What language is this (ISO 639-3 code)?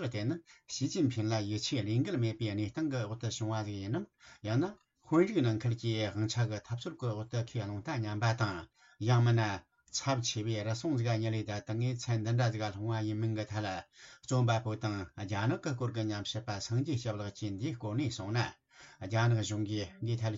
bod